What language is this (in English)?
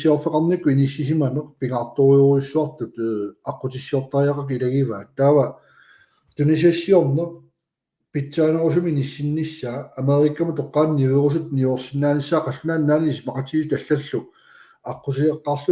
Kalaallisut